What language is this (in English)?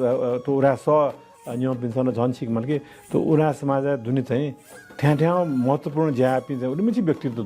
Newari